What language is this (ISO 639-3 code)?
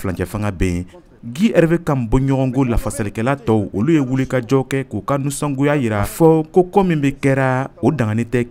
bam